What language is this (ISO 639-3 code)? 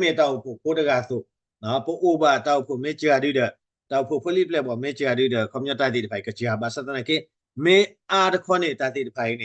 ksw